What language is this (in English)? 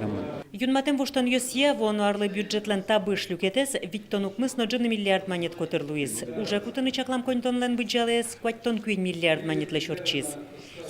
Udmurt